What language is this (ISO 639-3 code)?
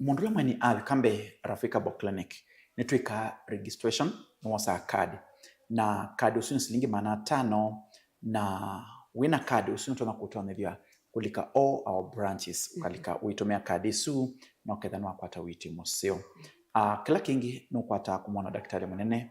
kam